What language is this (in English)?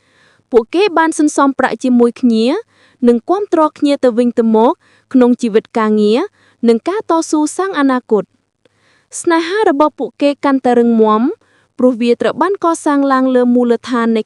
Khmer